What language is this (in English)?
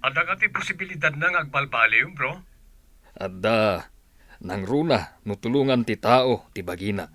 Iloko